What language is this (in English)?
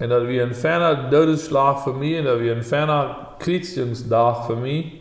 Plautdietsch